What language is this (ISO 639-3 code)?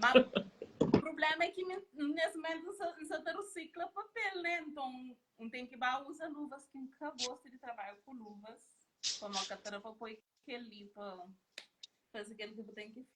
kea